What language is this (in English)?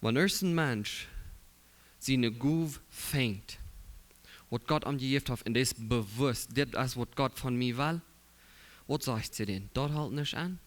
Plautdietsch